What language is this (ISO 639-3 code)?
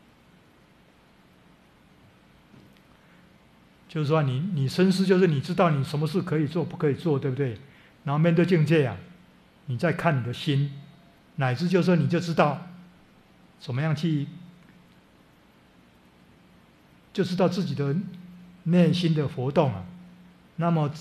zho